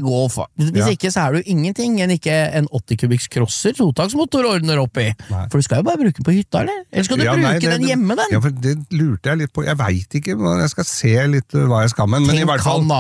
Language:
Norwegian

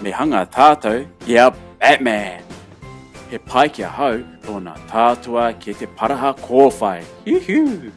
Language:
Māori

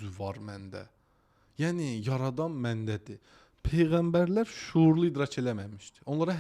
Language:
Azerbaijani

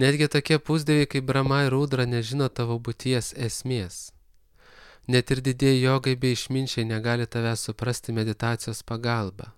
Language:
Lithuanian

